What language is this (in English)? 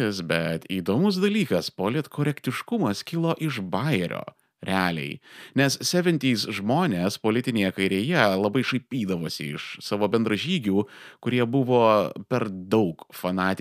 Lithuanian